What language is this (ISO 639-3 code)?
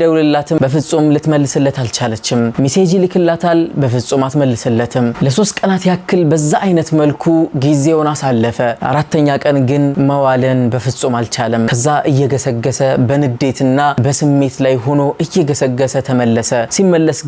amh